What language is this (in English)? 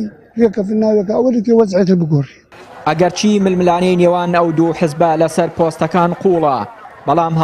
Central Kurdish